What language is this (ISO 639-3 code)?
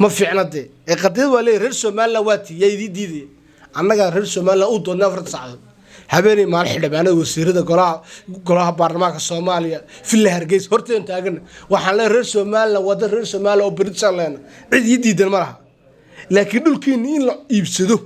som